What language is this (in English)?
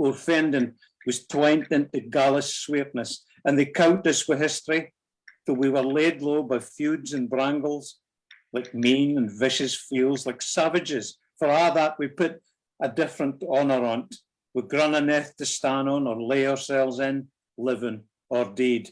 Scots